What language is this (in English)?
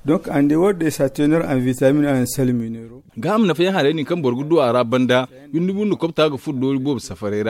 Zarma